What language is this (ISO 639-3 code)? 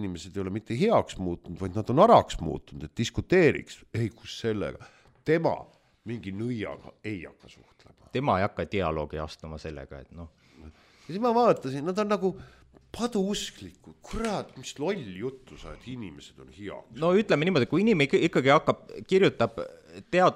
est